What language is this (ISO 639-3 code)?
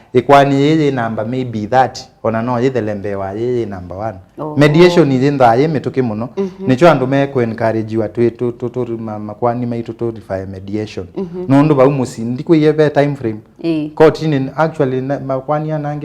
kam